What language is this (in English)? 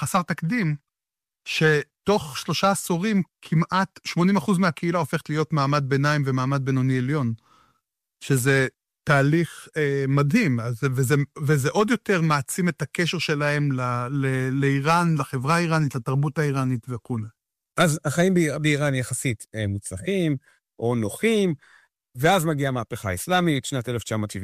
Hebrew